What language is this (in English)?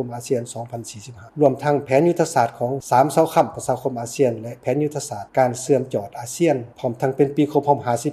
Lao